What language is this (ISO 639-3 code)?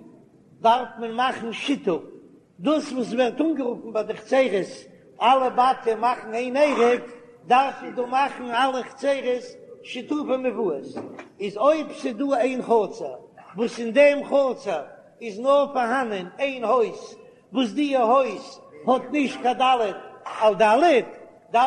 yid